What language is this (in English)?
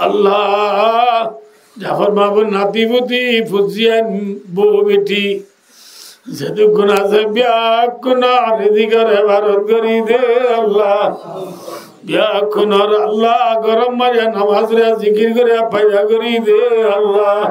Rohingya